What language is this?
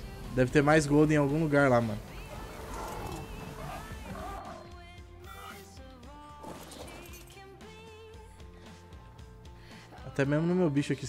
Portuguese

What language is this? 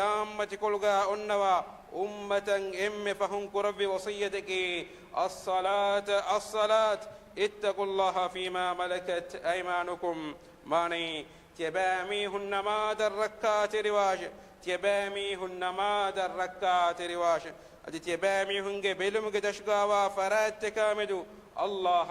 Divehi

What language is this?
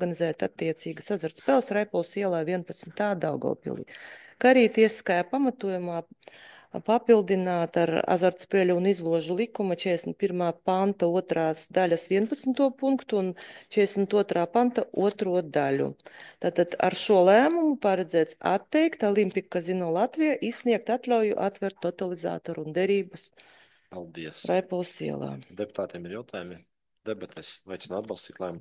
Latvian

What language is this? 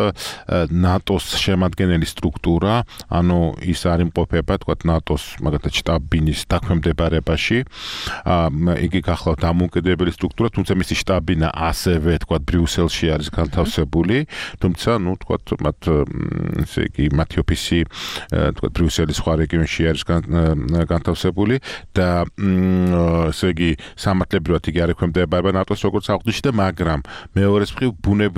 Georgian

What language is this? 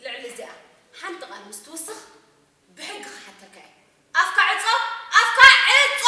Tigrinya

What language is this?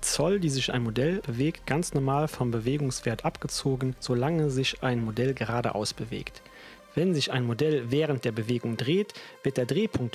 German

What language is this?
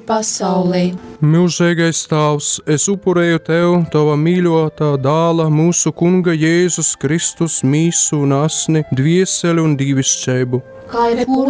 Latgalian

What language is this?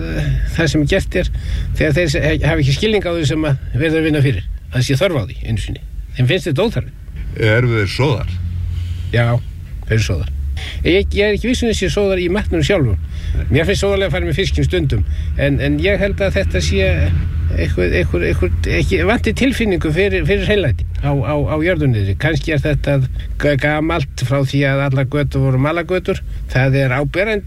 Icelandic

